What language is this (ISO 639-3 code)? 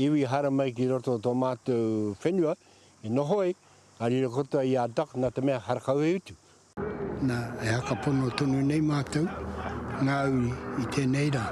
mri